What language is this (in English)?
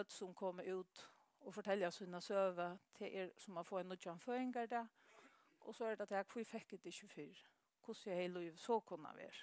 Faroese